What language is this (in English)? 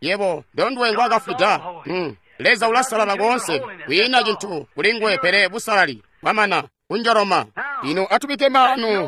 Tonga (Zambia)